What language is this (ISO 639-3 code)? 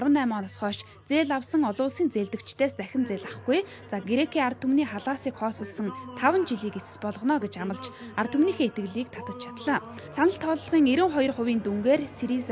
mon